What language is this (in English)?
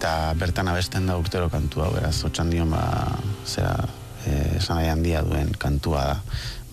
Basque